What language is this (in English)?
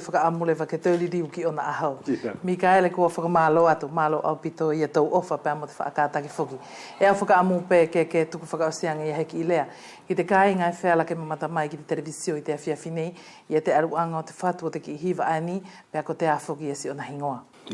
Wallisian